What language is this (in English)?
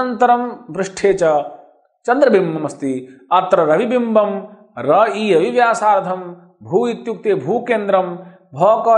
Sanskrit